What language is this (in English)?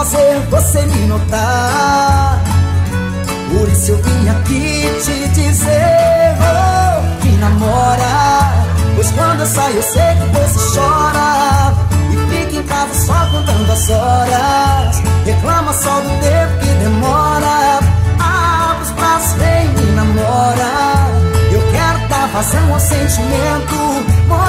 Portuguese